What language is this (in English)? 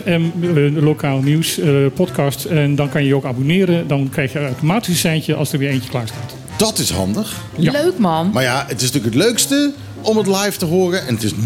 Dutch